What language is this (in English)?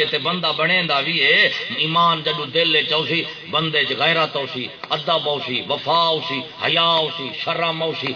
Saraiki